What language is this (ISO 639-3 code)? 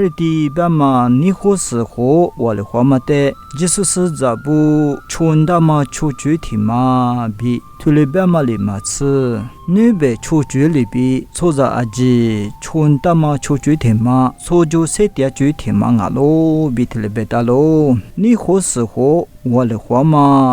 lis